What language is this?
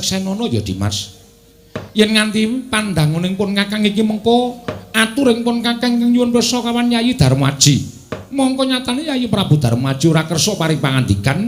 Javanese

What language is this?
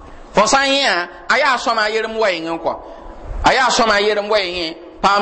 Mossi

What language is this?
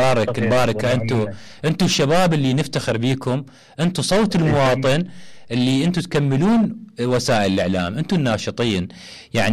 Mesopotamian Arabic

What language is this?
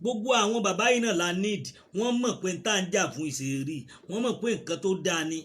Yoruba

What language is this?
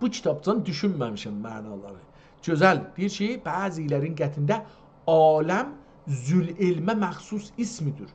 South Azerbaijani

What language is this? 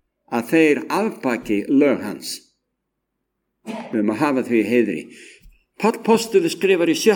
Icelandic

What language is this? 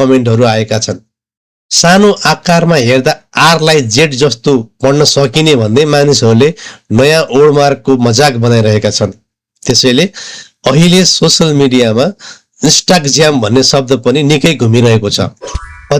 Nepali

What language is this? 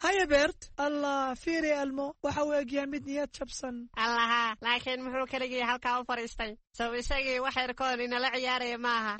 Somali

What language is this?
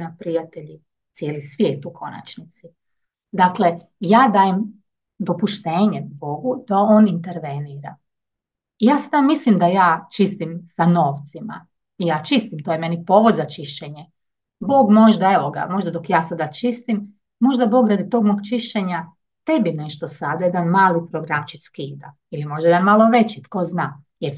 Croatian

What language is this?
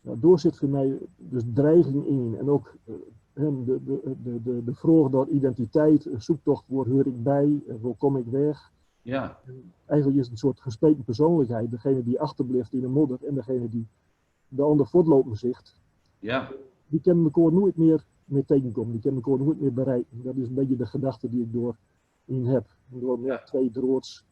Gronings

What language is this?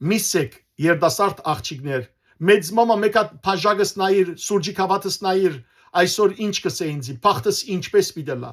Western Armenian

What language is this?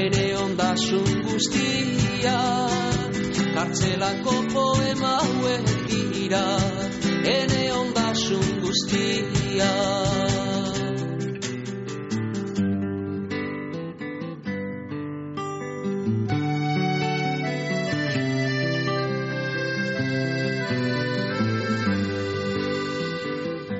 Basque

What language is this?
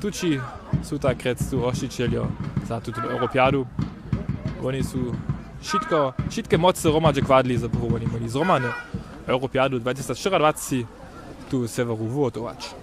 Upper Sorbian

